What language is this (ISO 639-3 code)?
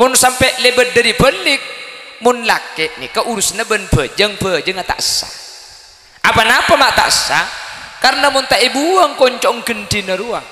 mad